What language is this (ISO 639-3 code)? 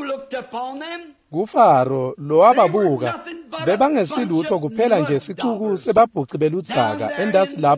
ssw